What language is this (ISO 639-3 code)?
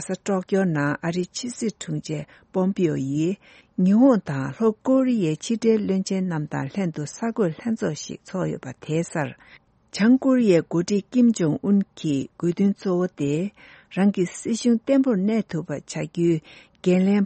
bod